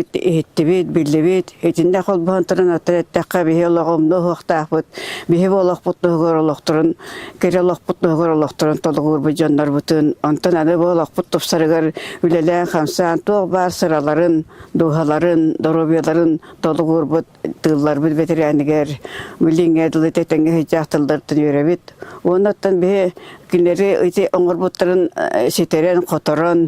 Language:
Yakut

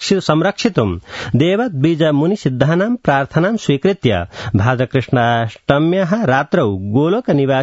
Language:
Sanskrit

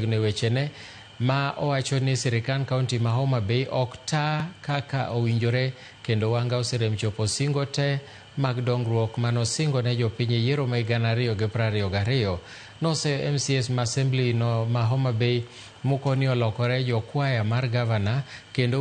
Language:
Luo (Kenya and Tanzania)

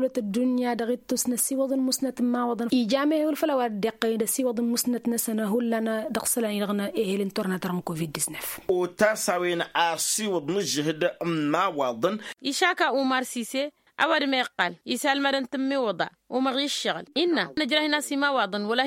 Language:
Tamasheq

